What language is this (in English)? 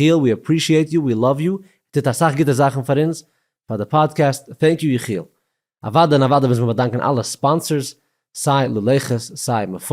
Yiddish